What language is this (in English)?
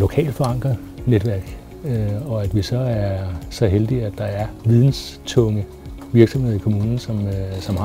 Danish